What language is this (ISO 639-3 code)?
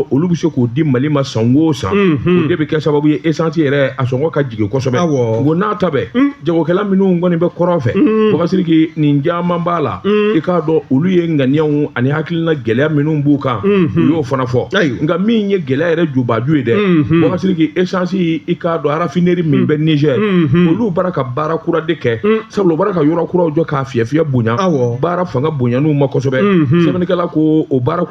bam